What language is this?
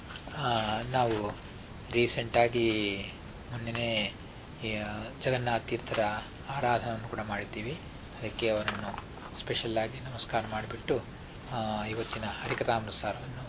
Kannada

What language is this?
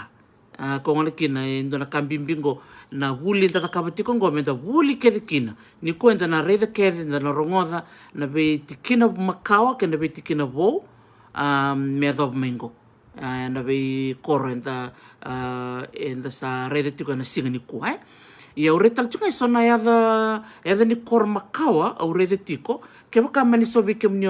Fijian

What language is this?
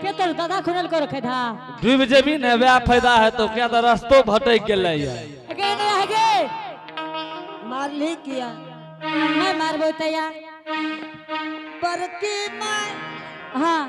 Angika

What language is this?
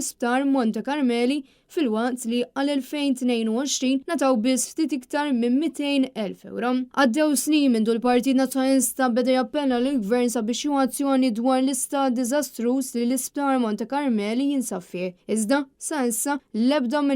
Maltese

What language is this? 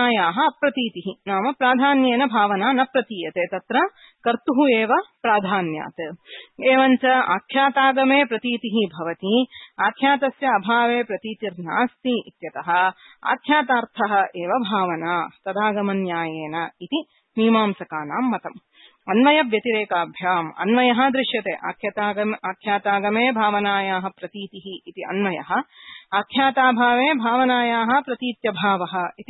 Sanskrit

